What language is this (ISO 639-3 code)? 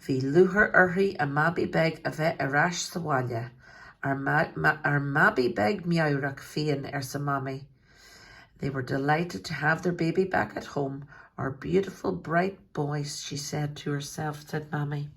gle